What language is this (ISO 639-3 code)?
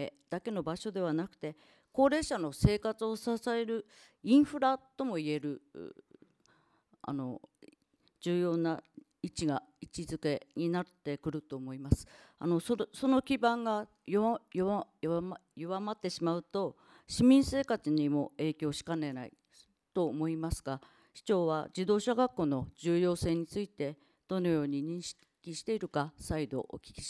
jpn